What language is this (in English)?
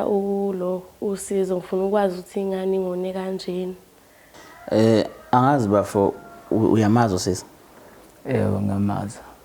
Zulu